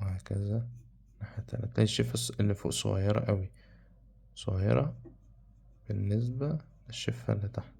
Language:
Egyptian Arabic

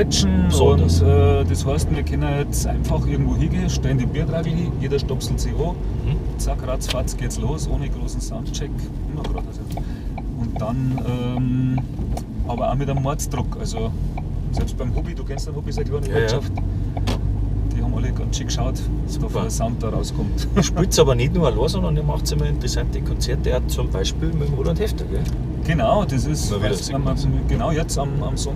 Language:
Bavarian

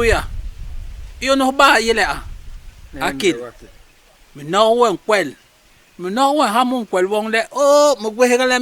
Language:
Basaa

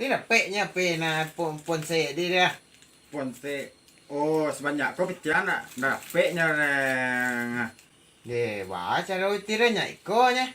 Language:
Minangkabau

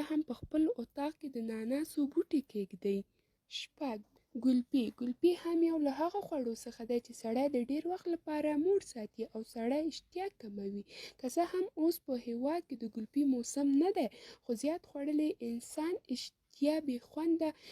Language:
Pashto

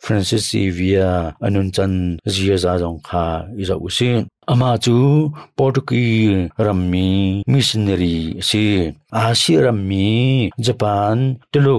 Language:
Hakha Chin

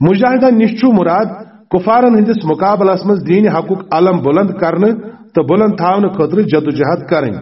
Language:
Kashmiri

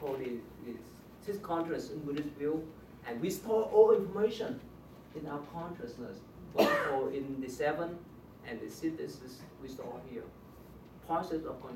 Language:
English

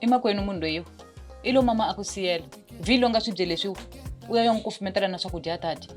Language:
Tsonga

